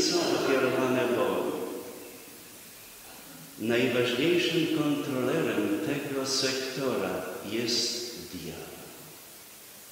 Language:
Polish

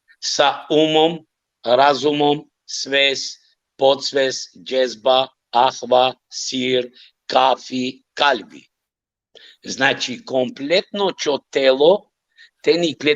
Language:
Balkan Romani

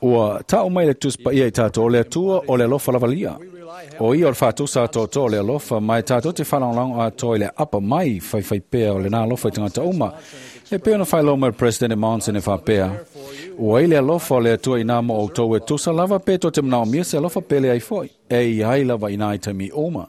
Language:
Samoan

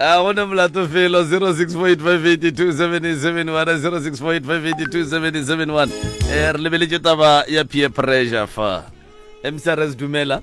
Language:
Northern Sotho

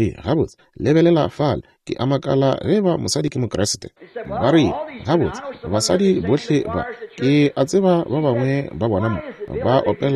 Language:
Northern Sotho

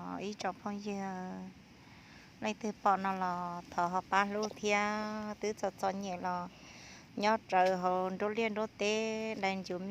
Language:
Hmong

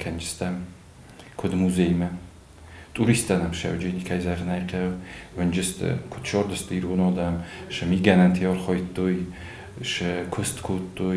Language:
Ossetic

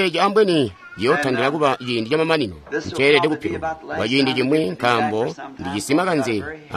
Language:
Tonga (Zambia)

